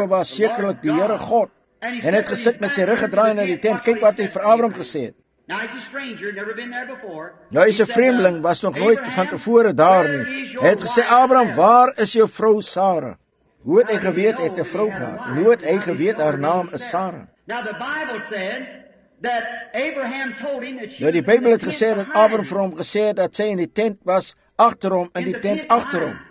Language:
Afrikaans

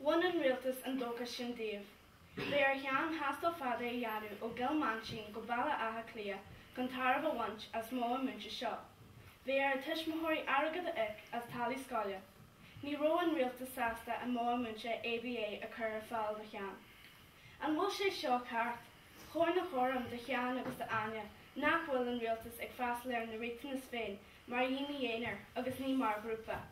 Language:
Irish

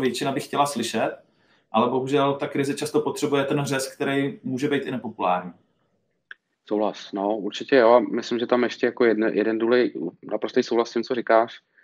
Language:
Czech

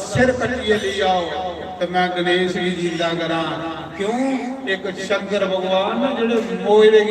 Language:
Dogri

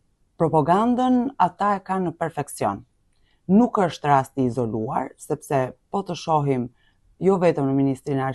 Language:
Albanian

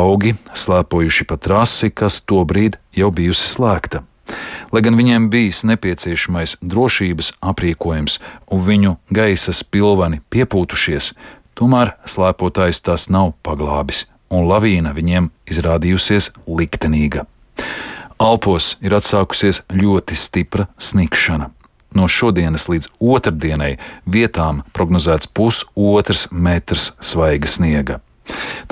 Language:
Latvian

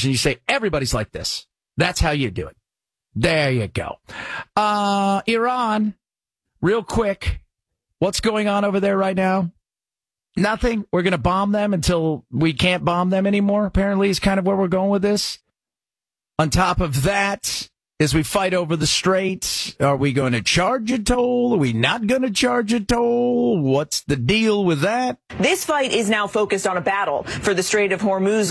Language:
English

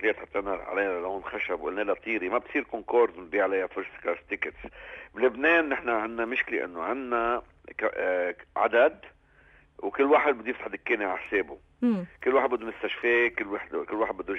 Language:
North Levantine Arabic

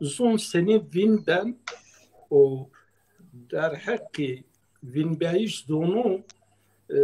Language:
Zaza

